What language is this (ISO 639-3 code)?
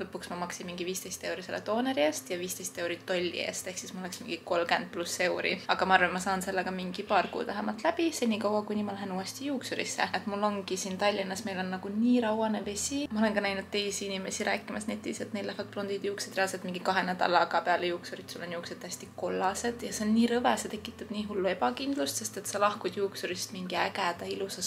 est